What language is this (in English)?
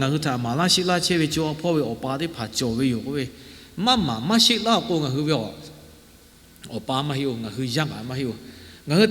Lahu